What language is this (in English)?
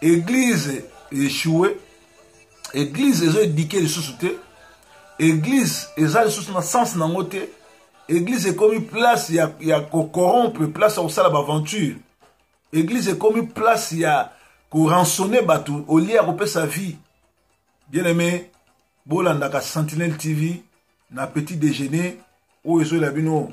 Lingala